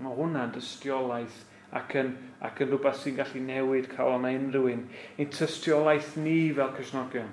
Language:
Welsh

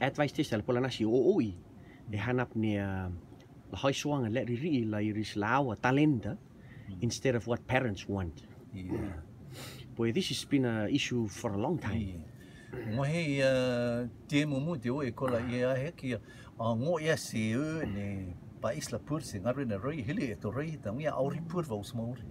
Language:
Rotuman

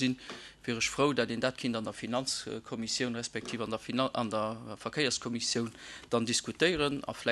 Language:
Luxembourgish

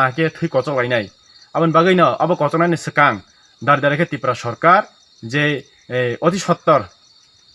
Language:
Kok Borok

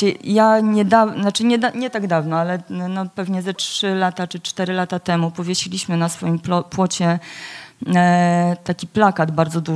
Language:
Polish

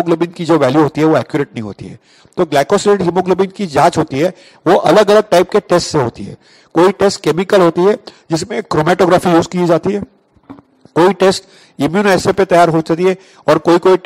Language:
Hindi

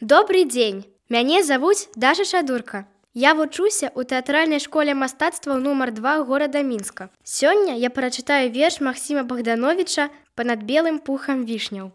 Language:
Belarusian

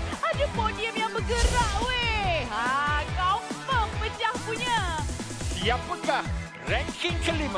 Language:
Malay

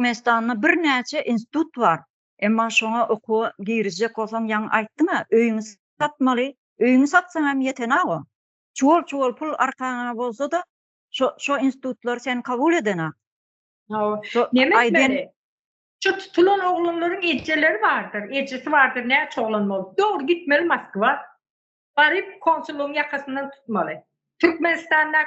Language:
Turkmen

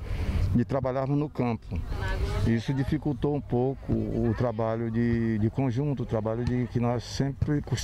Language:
Portuguese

